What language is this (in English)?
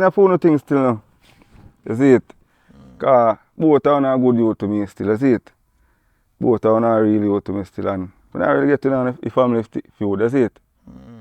Jamaican Creole English